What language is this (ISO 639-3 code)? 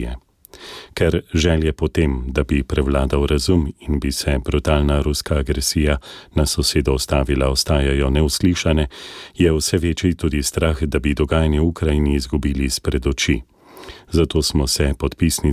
slv